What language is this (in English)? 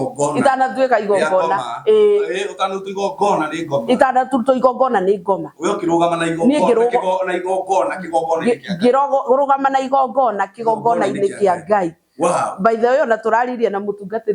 Kikuyu